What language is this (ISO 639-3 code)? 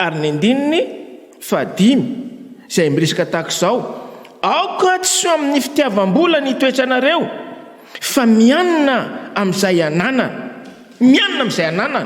mlg